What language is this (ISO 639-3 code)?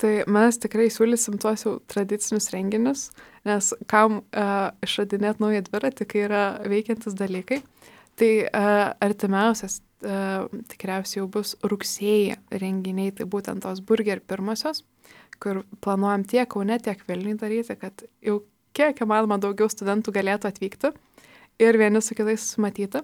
lit